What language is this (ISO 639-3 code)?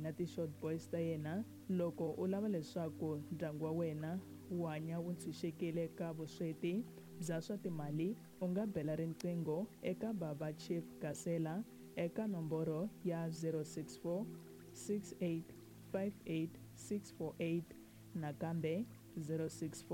tso